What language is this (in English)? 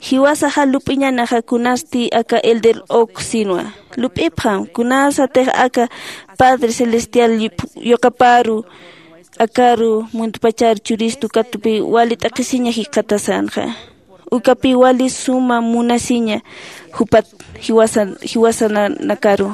Aymara